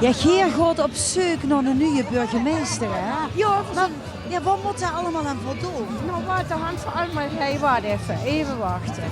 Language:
Limburgish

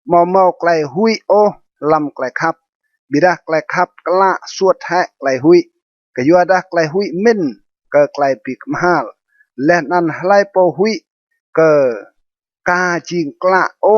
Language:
Rade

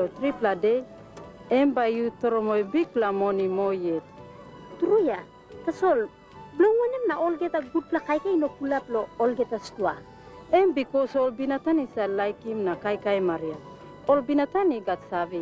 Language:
Tok Pisin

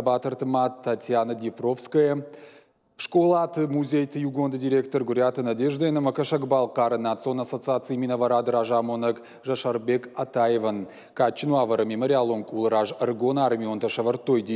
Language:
Ossetic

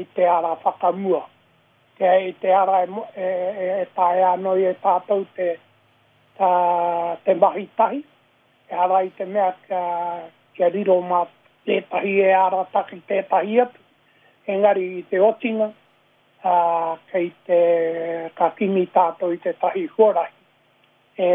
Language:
Māori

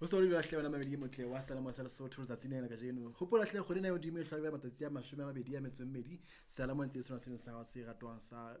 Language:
Southern Sotho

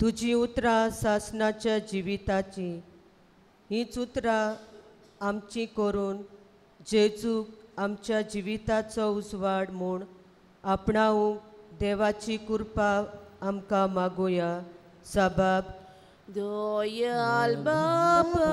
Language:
Konkani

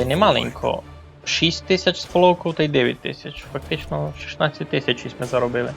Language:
Rusyn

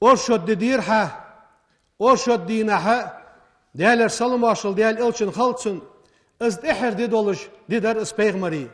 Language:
Ingush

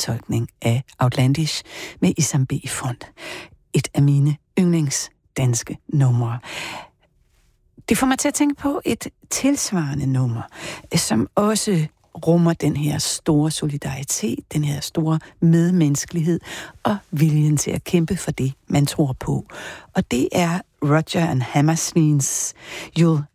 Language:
Danish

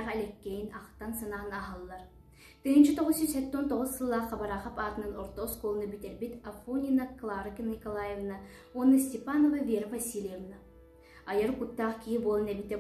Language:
Yakut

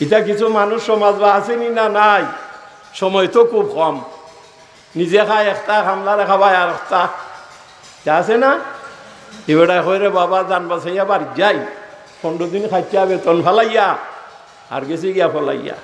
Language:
Sylheti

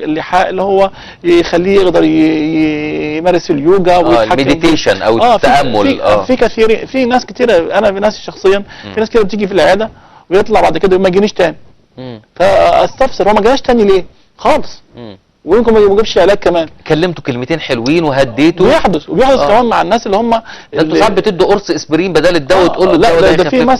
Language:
Egyptian Arabic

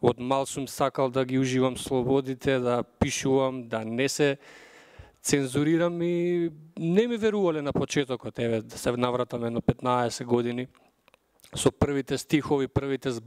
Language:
Macedonian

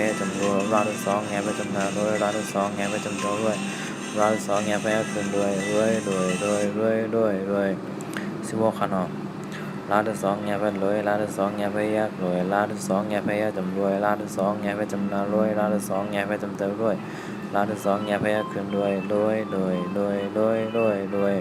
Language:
Shan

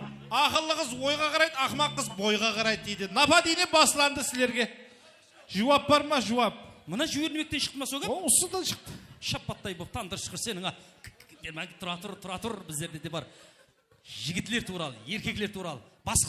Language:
Kara-Kalpak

